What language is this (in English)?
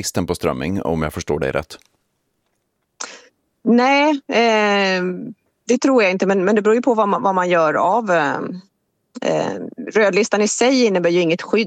Swedish